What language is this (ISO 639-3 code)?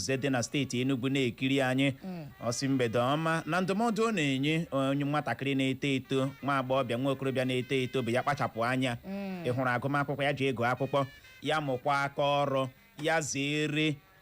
ibo